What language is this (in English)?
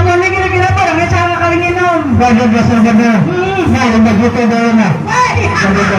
Banjar